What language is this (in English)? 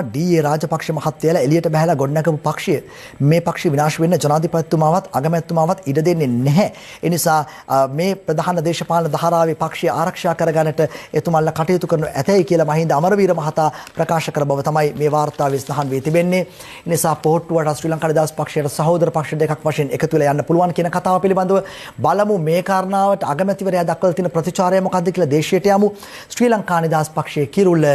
Sinhala